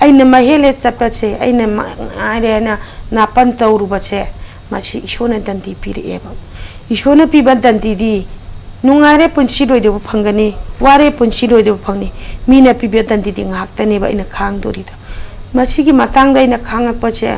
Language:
Manipuri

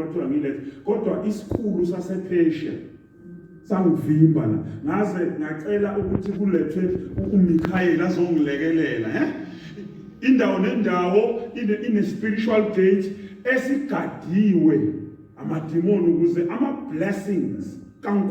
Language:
Zulu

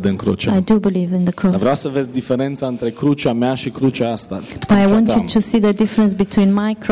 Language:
Romanian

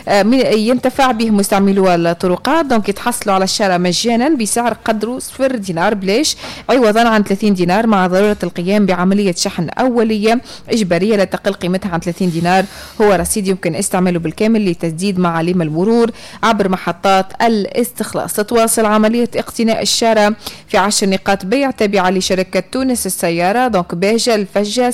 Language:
Tunisian Arabic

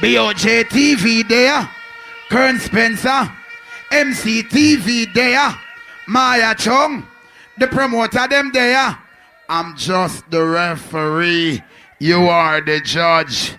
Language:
Jamaican Creole English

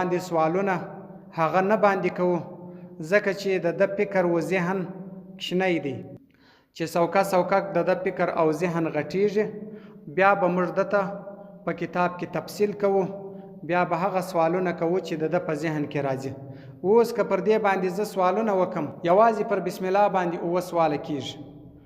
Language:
Pashto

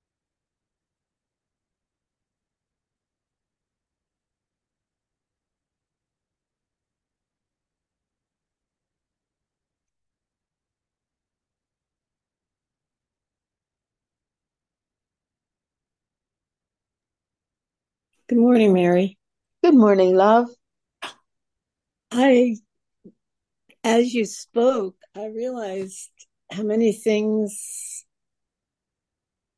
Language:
English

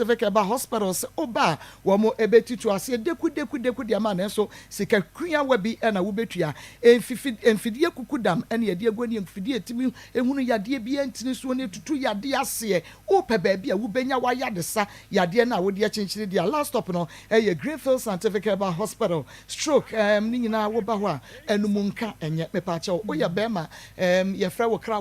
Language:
Akan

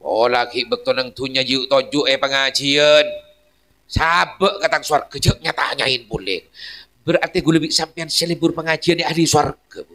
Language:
Madurese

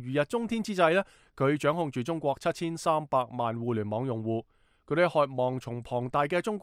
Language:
Cantonese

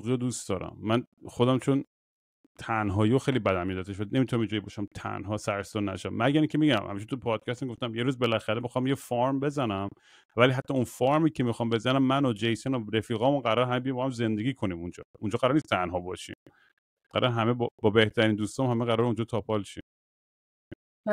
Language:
Persian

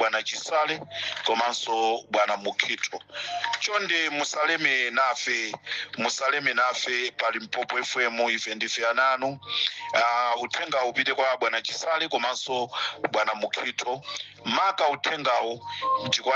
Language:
Nyanja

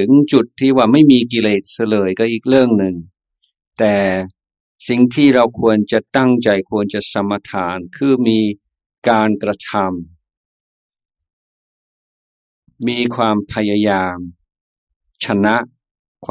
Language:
Thai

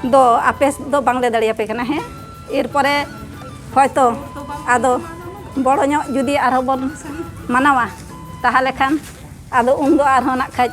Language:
Santali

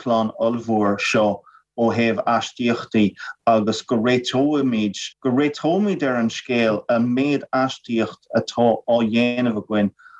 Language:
Irish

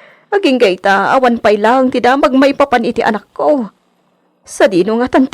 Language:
Iloko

